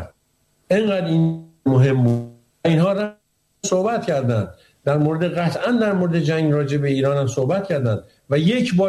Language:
Persian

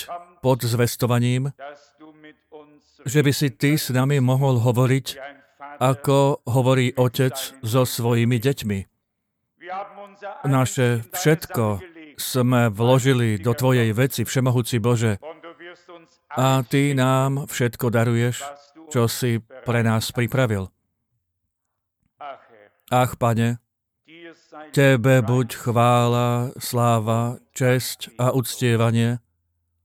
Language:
Slovak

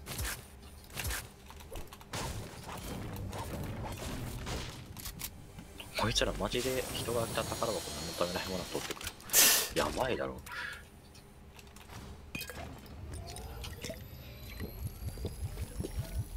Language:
Japanese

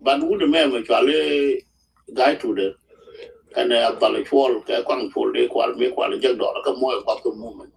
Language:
Nuer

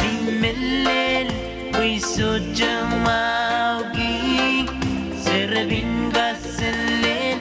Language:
Pohnpeian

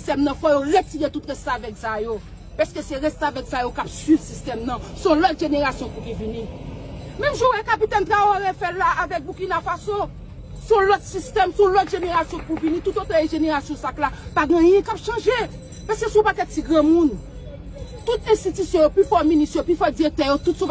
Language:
Haitian Creole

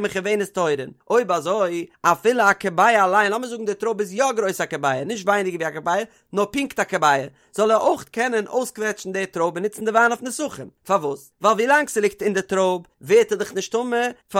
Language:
Yiddish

